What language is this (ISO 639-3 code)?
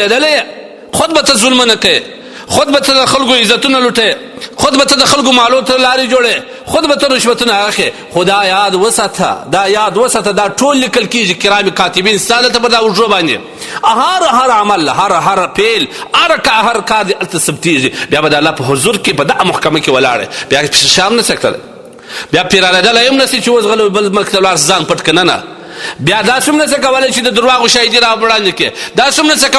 pus